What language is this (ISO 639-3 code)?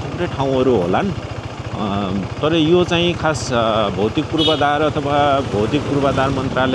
nep